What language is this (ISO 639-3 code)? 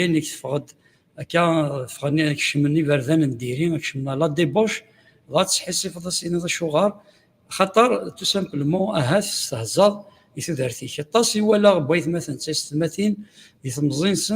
kab